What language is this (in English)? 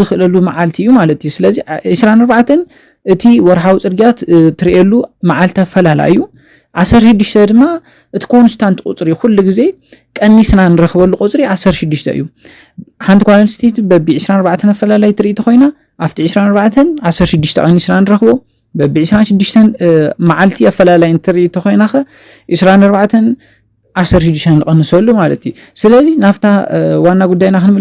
Tigrinya